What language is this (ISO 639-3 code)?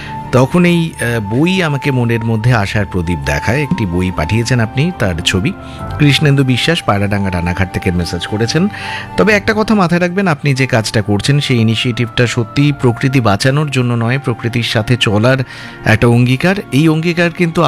ben